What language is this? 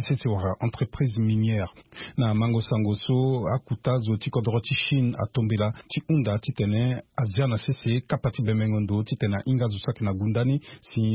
Sango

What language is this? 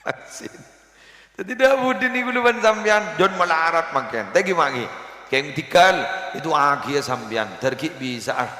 Madurese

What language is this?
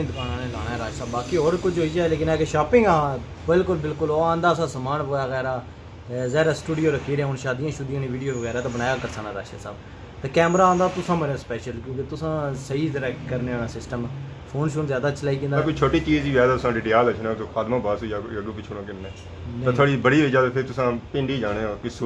Pahari-Potwari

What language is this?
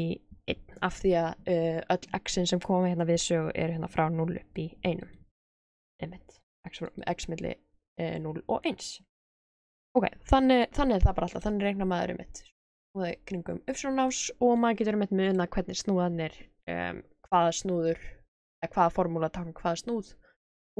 Icelandic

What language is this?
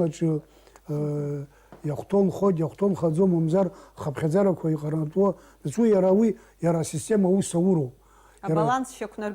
Abkhazian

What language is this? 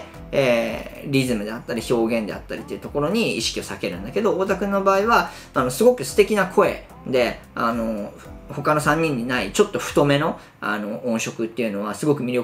Japanese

